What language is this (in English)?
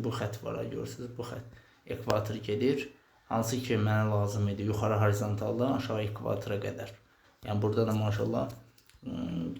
Azerbaijani